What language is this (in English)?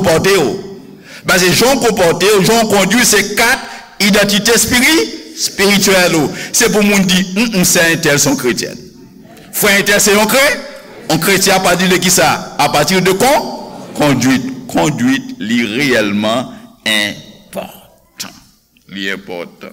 Haitian Creole